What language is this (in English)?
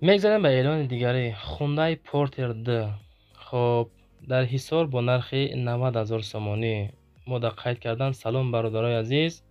Tajik